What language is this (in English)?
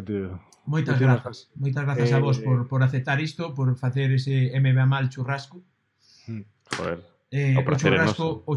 Galician